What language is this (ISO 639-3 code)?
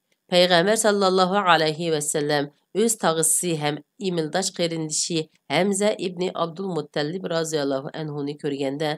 uig